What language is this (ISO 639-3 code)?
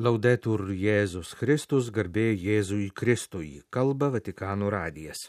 lit